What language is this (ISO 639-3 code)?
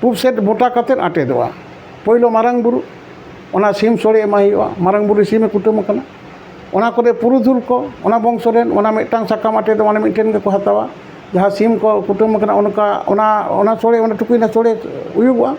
sat